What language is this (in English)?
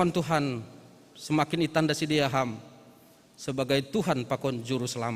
Batak Simalungun